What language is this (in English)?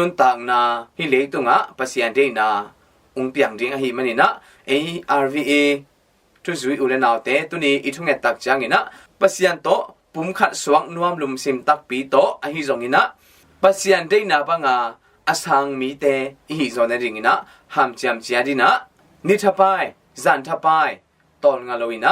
Tedim Chin